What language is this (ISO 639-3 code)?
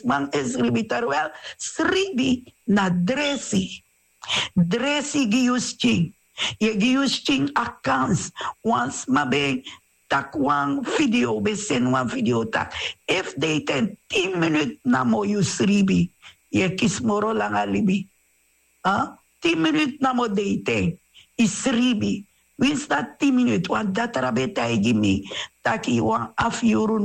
srn